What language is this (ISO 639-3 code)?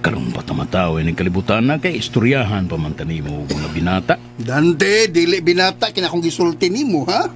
ceb